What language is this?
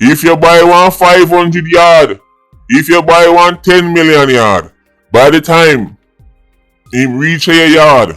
Jamaican Creole English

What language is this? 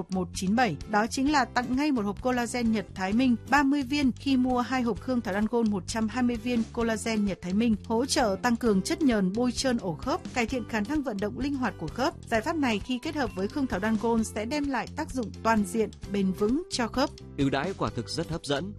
Vietnamese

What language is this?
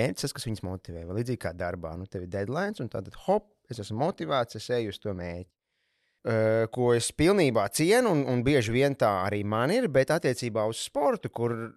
Latvian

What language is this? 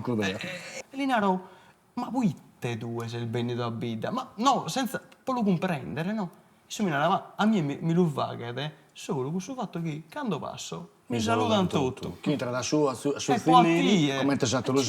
Sardinian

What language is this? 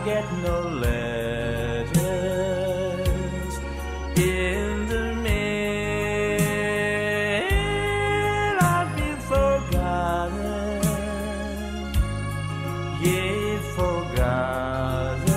English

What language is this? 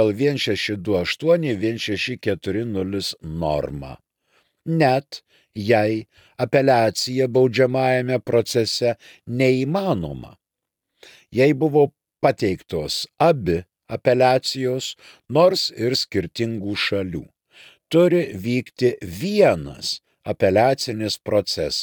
Lithuanian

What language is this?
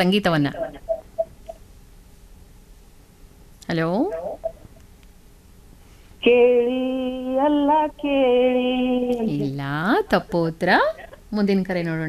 Kannada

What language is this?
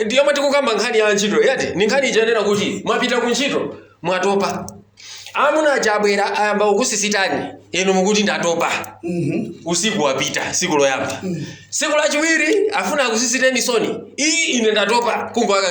Nyanja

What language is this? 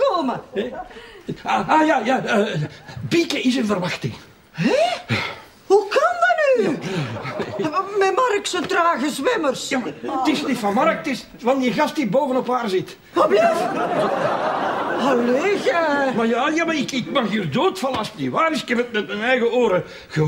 Dutch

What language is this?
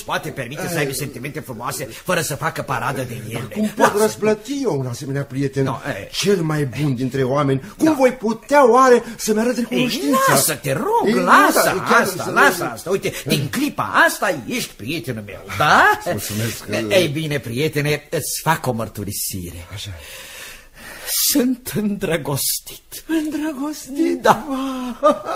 Romanian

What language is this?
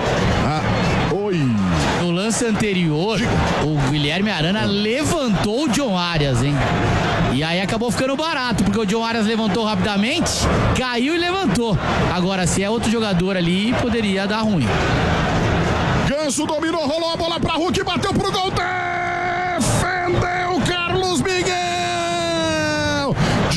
Portuguese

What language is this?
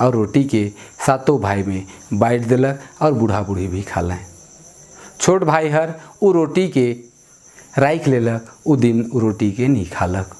Sadri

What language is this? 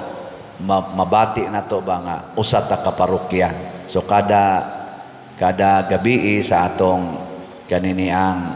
Cebuano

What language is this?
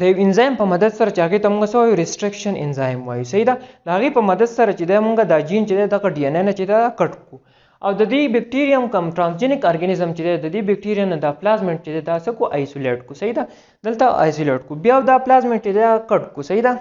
Pashto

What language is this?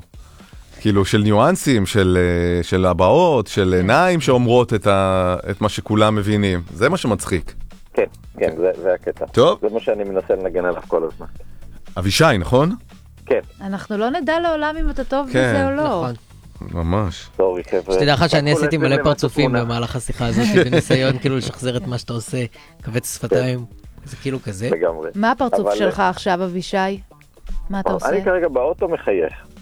Hebrew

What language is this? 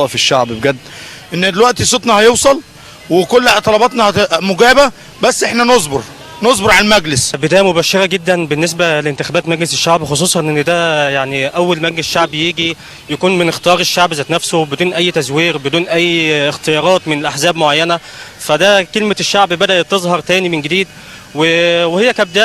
Egyptian Arabic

